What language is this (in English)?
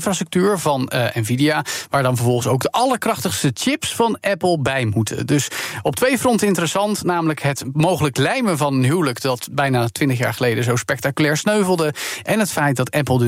Dutch